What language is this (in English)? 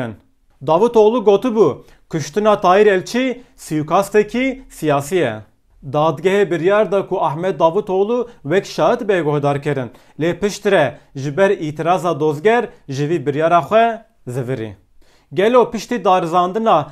Kurdish